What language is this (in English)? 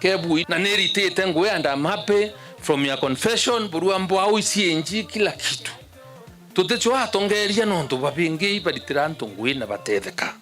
Meru